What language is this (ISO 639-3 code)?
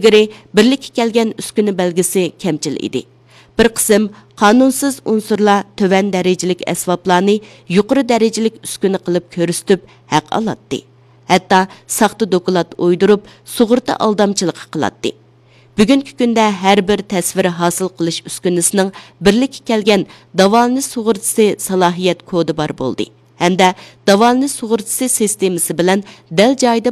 uig